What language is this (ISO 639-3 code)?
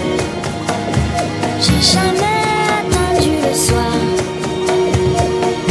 fra